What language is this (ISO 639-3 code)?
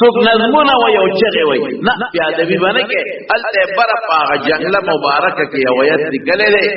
pus